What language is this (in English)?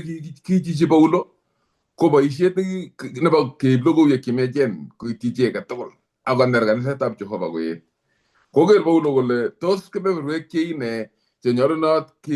Kalenjin